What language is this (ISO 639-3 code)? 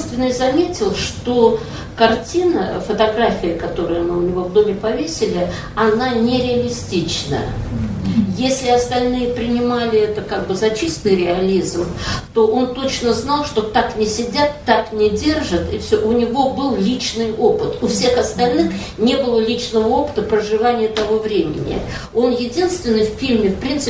rus